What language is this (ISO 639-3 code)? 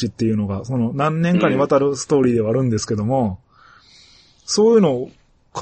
jpn